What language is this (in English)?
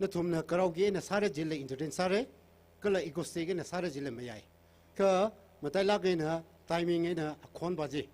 Tangkhul Naga (India)